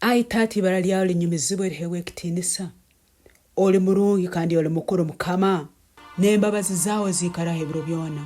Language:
Tooro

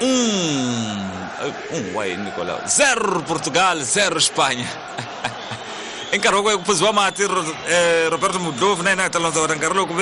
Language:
Tsonga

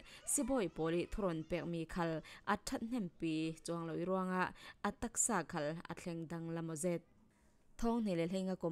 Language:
Falam Chin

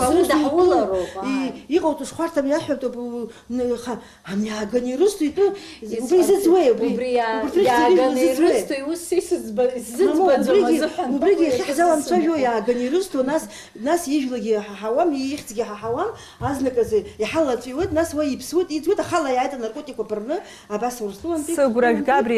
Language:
Abkhazian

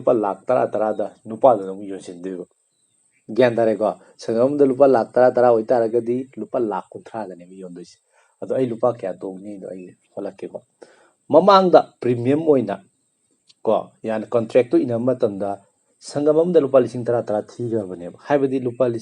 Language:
Manipuri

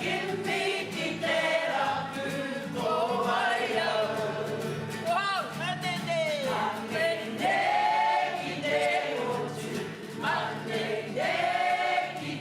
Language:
Māori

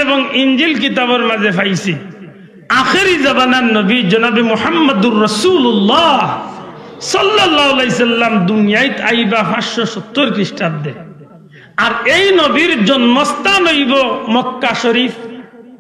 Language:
Sylheti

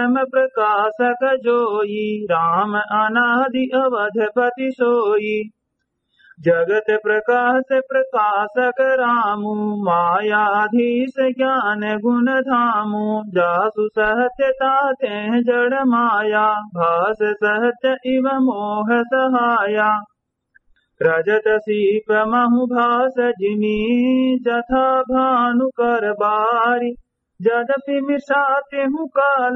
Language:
Awadhi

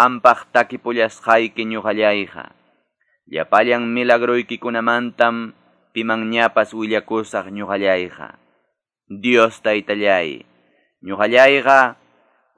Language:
Quechua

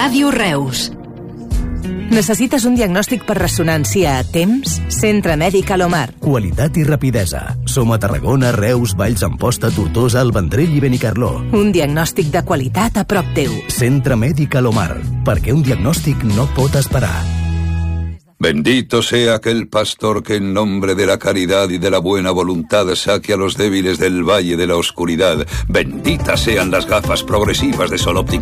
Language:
Catalan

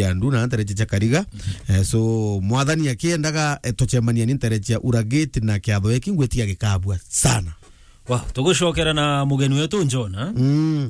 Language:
Meru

